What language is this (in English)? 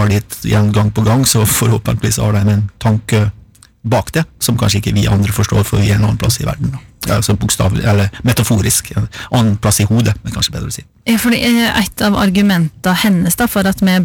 Norwegian